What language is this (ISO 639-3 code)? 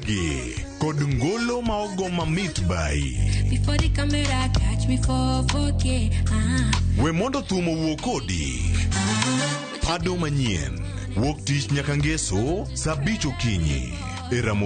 luo